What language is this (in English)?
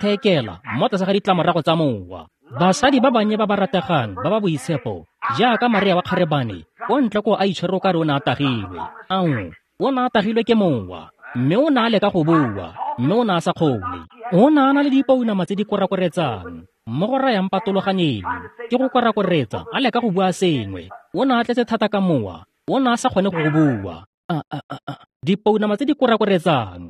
Tswana